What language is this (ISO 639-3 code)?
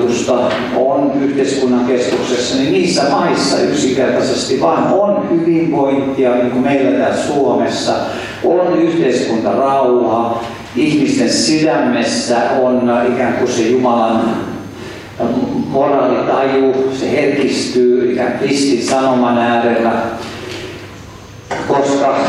fin